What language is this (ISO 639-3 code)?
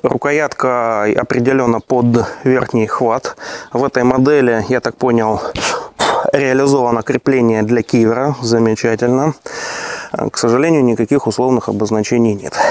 rus